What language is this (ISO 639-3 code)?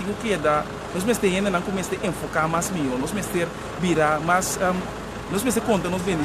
pap